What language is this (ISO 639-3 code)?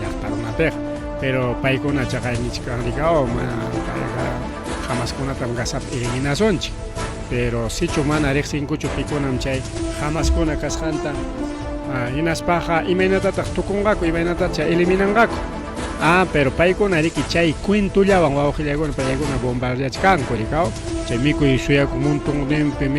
quy